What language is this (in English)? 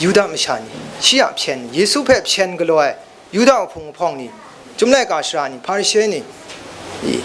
Kachin